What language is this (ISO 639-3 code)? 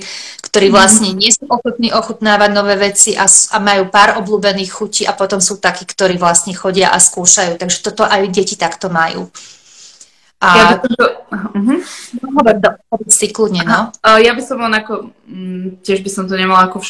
slk